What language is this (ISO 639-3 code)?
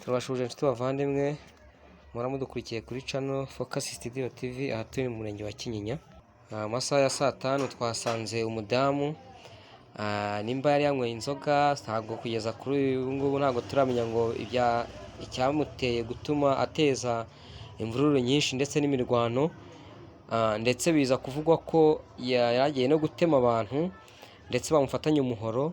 kin